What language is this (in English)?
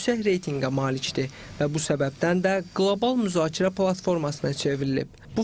Azerbaijani